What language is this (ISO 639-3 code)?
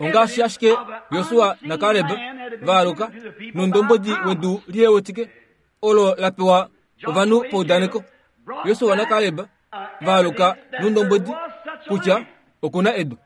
kua